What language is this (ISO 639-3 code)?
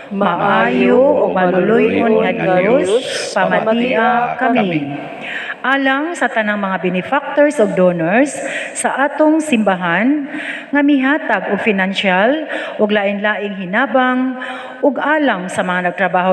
ceb